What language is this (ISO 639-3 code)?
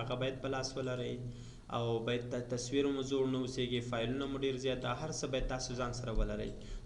pus